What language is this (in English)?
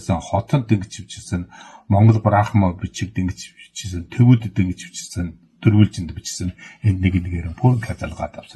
Mongolian